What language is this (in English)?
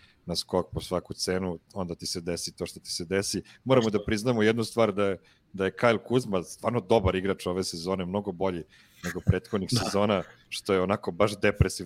Serbian